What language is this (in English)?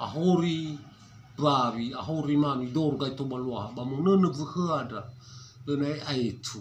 Nias